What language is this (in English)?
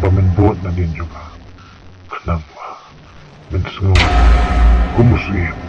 Khasi